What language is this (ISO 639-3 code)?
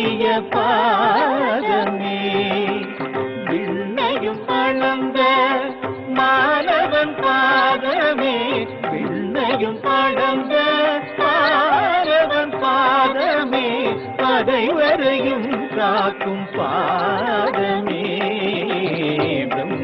tam